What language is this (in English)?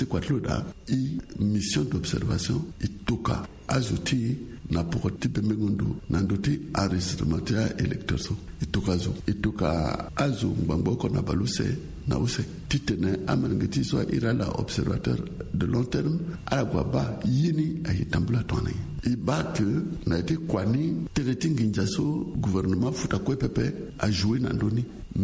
Sango